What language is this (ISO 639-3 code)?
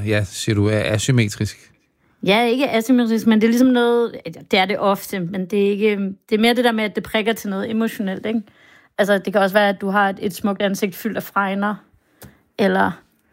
dan